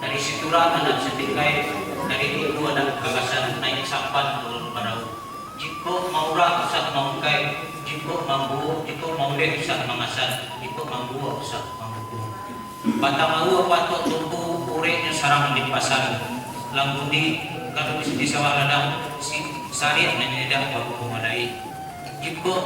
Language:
Minangkabau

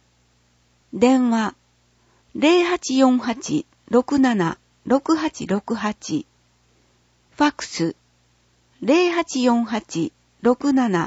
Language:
Japanese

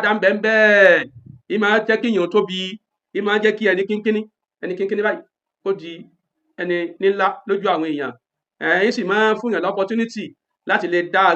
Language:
Yoruba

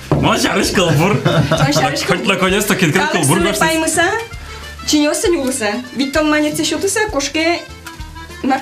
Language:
Udmurt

